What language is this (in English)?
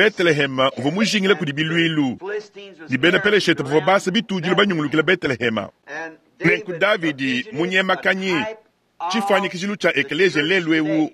Luba-Lulua